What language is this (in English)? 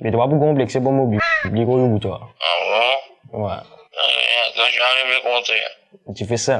Morisyen